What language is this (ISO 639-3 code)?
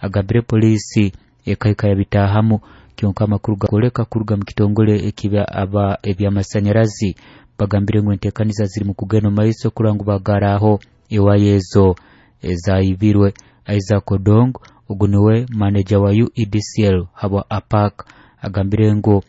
nyo